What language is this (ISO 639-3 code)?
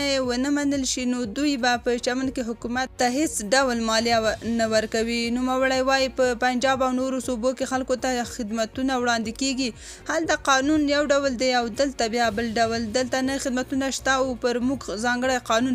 pus